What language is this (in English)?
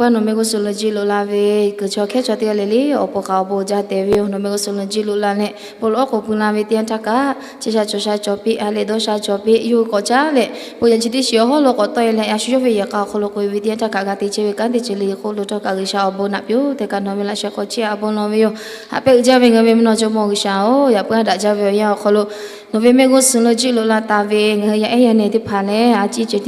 Lahu